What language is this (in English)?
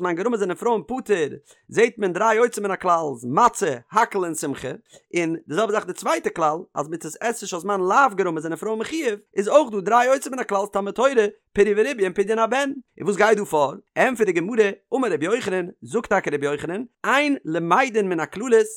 Yiddish